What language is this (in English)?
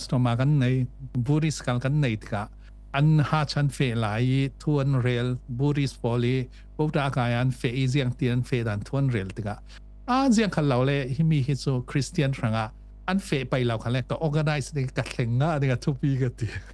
Falam Chin